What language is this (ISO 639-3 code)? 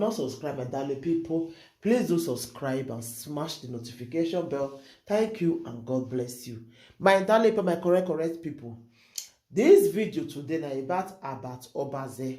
pcm